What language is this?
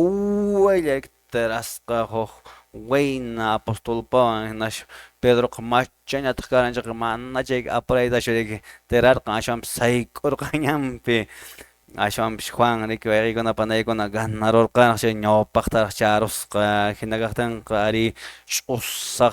Quechua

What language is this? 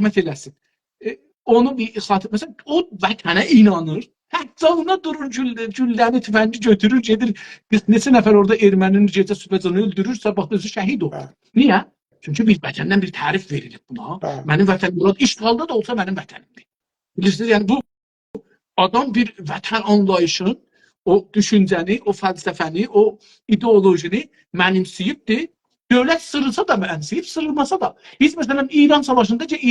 South Azerbaijani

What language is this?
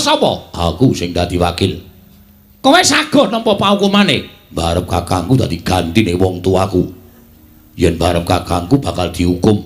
Javanese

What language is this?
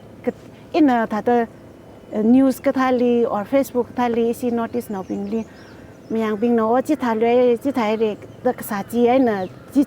Tangkhul Naga (India)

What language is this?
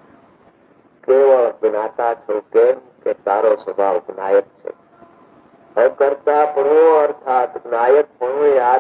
Gujarati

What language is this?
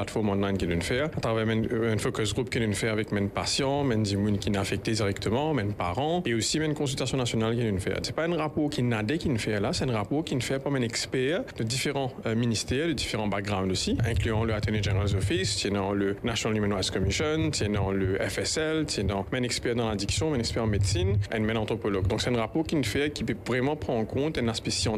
Morisyen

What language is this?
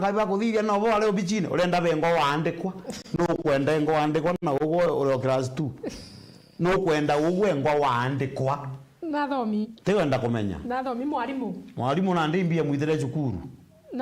Meru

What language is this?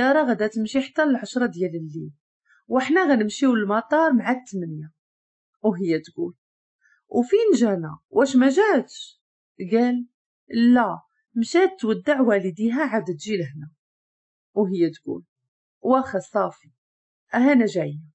Moroccan Arabic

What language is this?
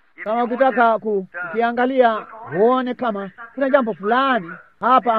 Swahili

